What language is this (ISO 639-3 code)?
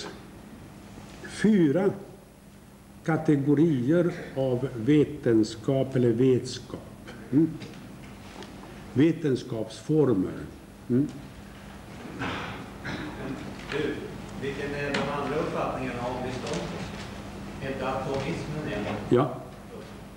swe